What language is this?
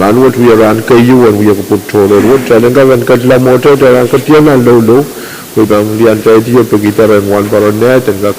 Pohnpeian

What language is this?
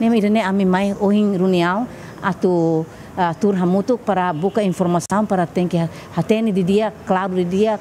Tetum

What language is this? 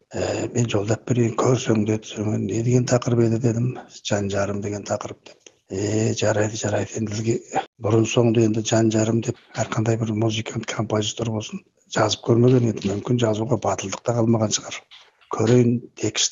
Kazakh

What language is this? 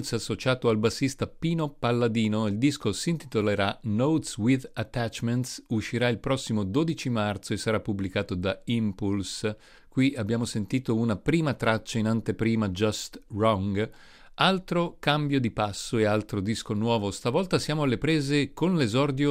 Italian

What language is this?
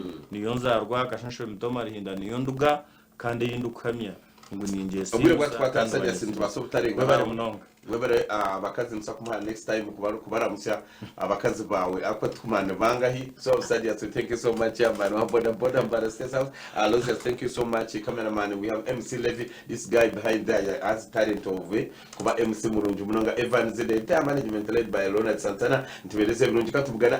Nyankole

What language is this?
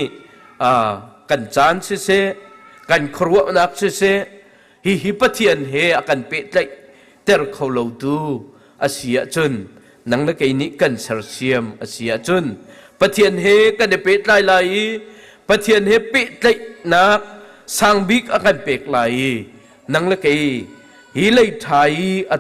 Hakha Chin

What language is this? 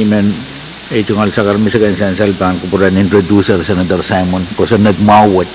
Pohnpeian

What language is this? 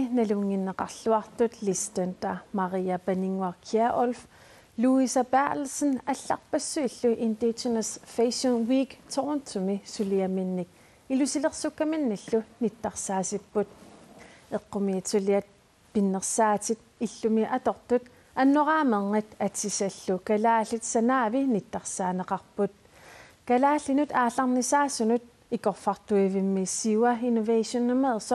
Kalaallisut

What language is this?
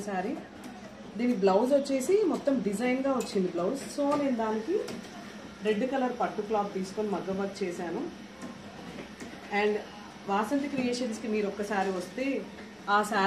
Telugu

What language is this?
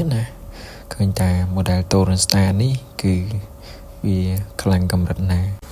Khmer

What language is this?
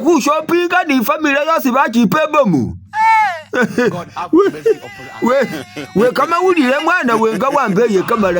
Masaaba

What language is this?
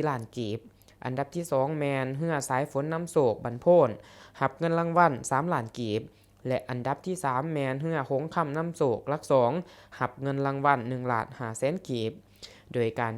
Lao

